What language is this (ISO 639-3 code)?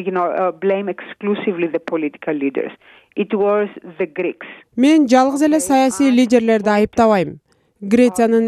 kir